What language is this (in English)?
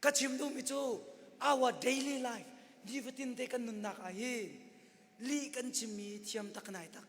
Hakha Chin